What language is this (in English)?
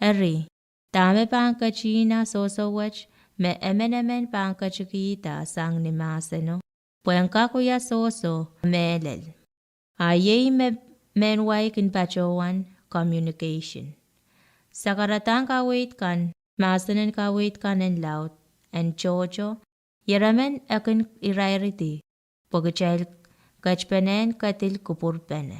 Pohnpeian